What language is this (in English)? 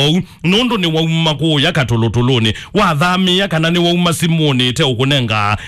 Kamba